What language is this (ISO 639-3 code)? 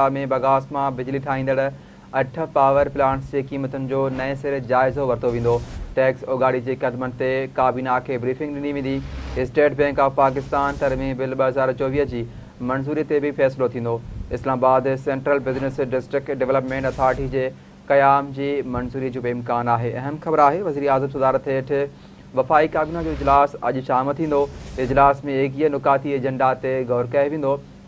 snd